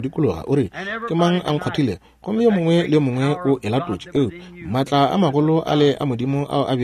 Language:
Northern Sotho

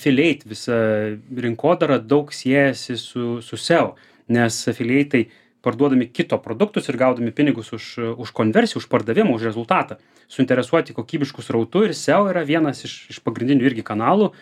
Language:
Lithuanian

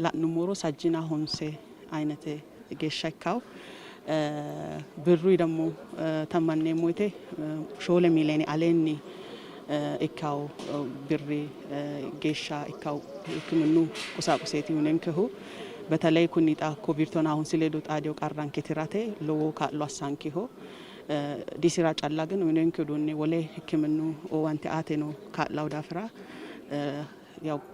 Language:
Sidamo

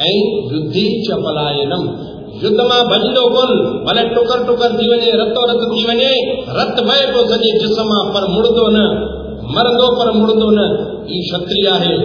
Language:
Sindhi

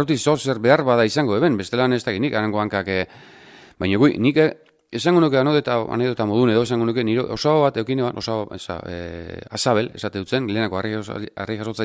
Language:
Basque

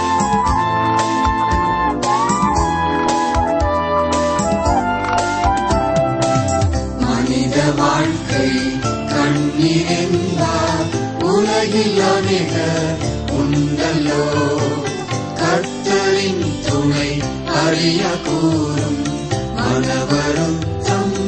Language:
Tamil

